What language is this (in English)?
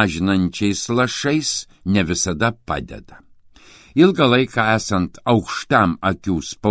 Lithuanian